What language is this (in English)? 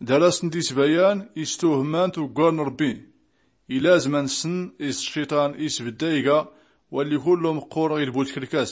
Tachelhit